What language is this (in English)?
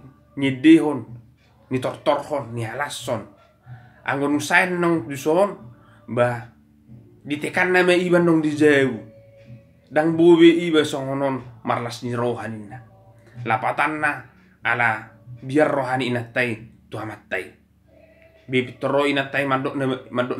Batak Toba